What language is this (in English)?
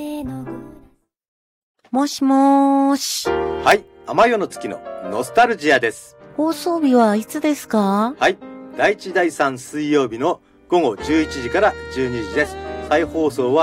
Japanese